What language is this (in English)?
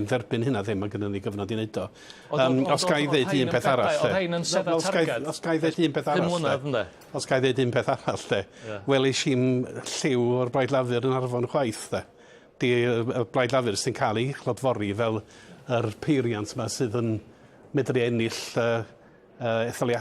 Welsh